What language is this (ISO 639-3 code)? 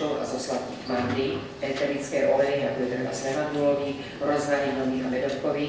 slk